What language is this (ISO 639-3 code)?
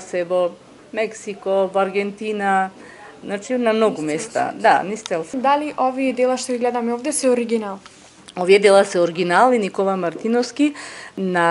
mkd